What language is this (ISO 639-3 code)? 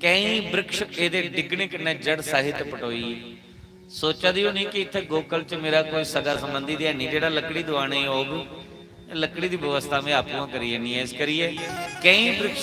doi